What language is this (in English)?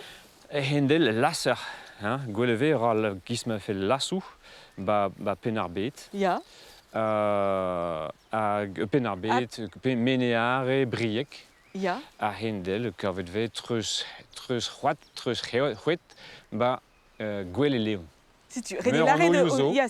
Breton